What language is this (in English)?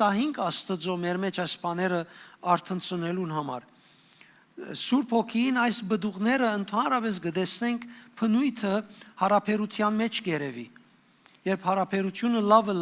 Western Armenian